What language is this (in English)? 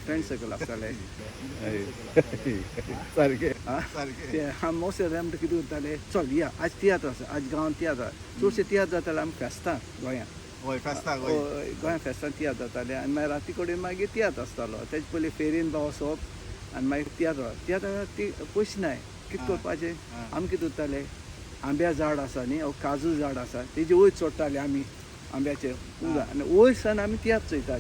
Konkani